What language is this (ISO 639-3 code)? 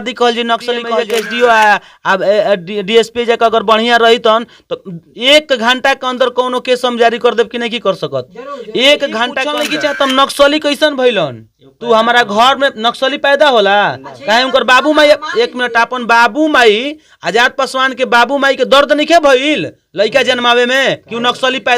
bho